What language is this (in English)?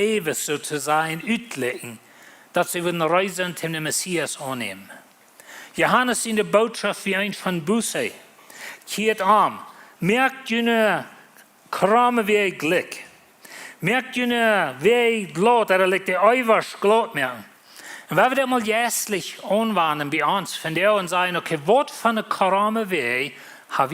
Plautdietsch